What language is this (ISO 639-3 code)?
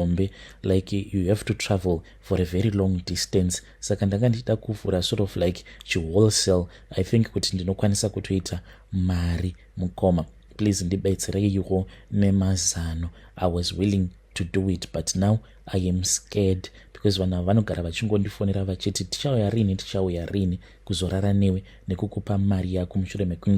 sna